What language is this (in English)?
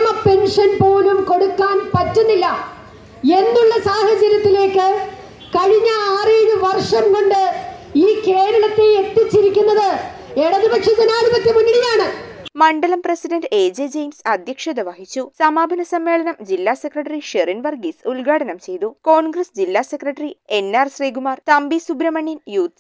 Malayalam